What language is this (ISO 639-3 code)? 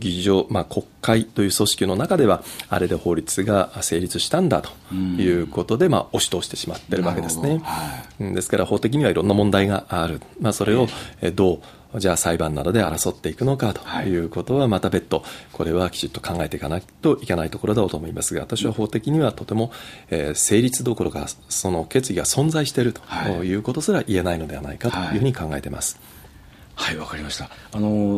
jpn